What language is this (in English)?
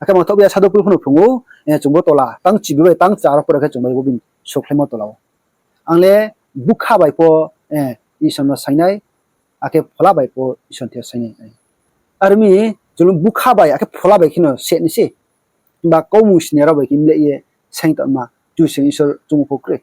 Riang (India)